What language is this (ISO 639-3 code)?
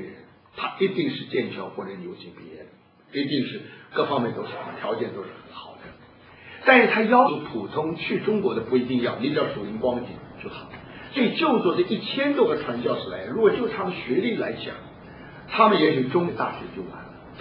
zho